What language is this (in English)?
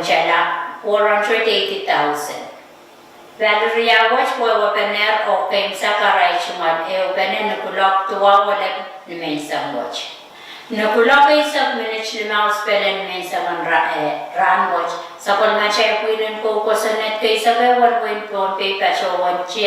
Pohnpeian